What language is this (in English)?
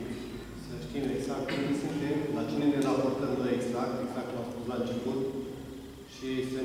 Romanian